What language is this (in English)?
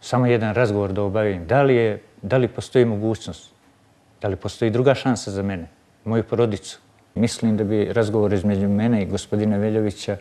Bosnian